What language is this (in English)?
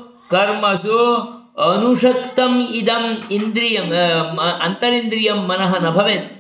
Sanskrit